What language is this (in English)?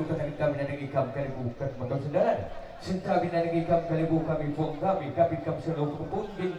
Batak Karo